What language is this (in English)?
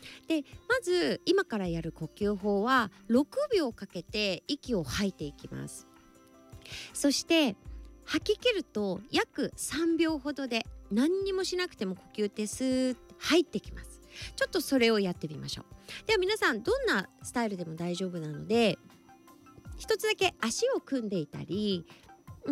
Japanese